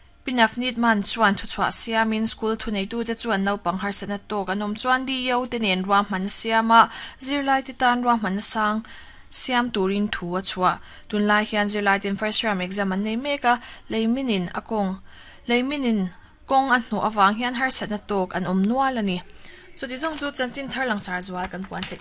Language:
Mizo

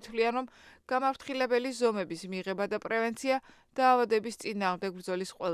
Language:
Georgian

